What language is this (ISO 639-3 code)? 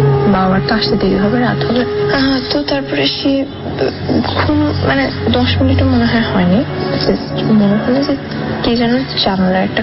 ben